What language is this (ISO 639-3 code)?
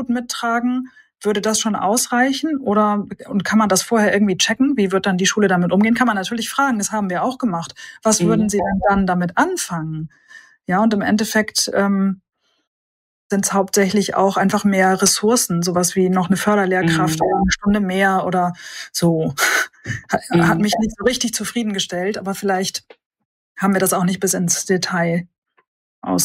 deu